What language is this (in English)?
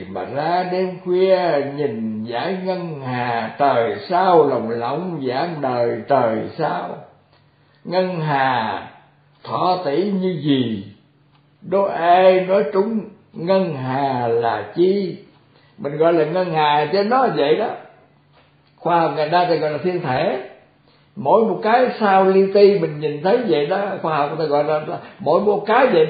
Vietnamese